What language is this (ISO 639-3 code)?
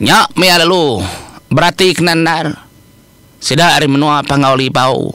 iba